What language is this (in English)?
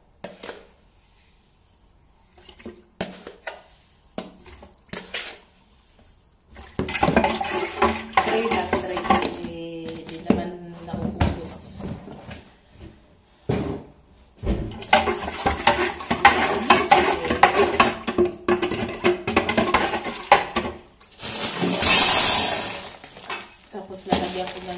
Filipino